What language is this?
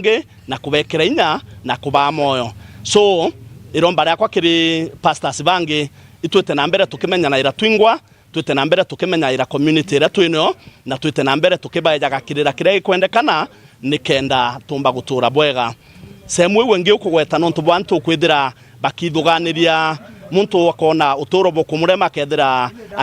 Meru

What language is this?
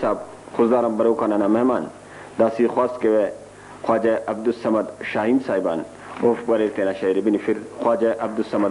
Brahui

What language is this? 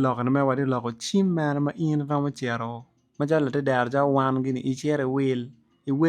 Acoli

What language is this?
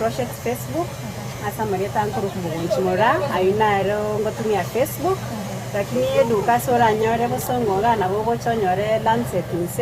Gusii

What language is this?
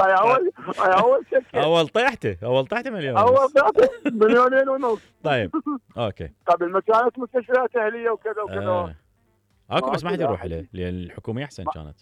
Mesopotamian Arabic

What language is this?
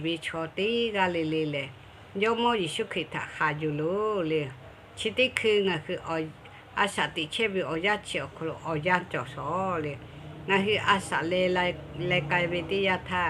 Lahu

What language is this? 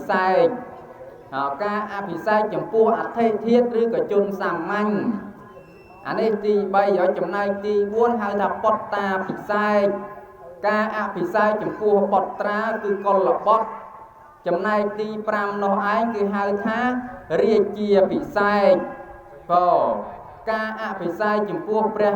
Khmer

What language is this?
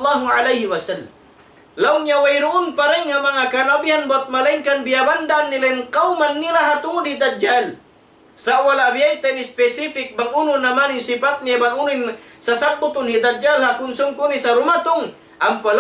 Tausug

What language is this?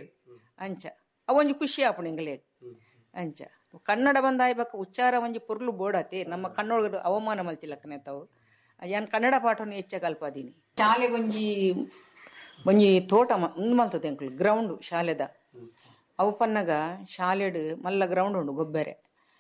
Tulu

